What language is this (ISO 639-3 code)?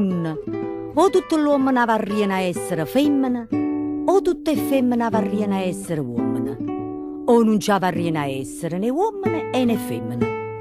nap